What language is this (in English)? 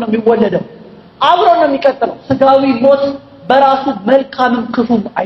Amharic